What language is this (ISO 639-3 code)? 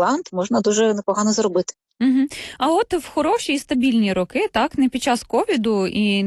ukr